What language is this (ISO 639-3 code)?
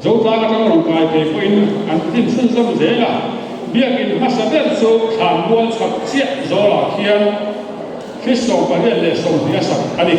lus